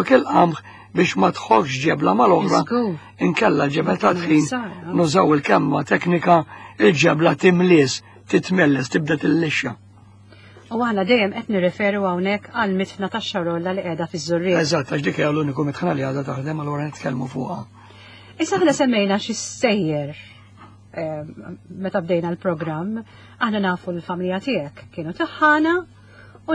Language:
Maltese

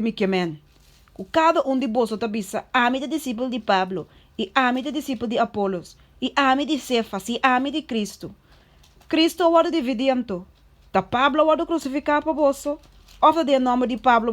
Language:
Papiamento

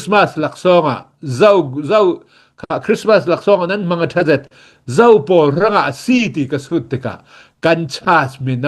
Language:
Hakha Chin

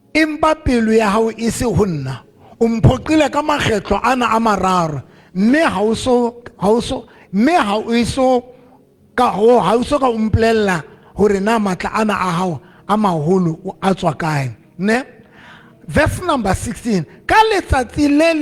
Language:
Southern Sotho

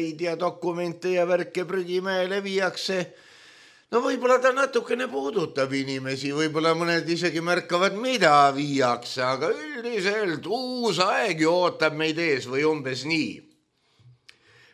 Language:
Estonian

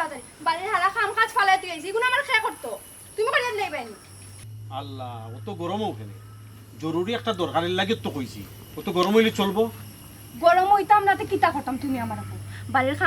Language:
Sylheti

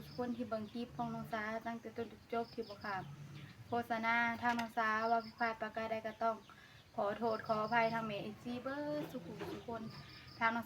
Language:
Northeastern Thai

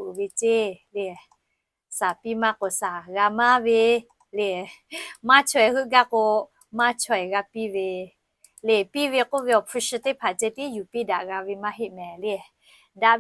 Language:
Lahu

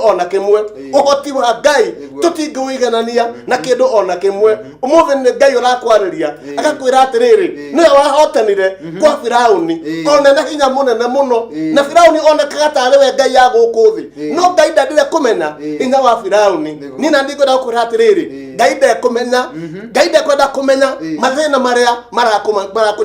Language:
Kikuyu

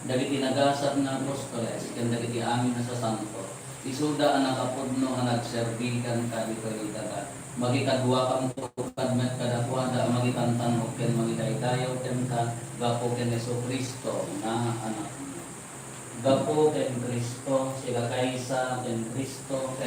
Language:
Iloko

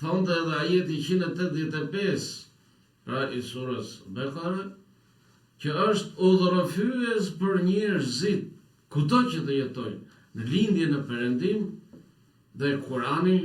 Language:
Albanian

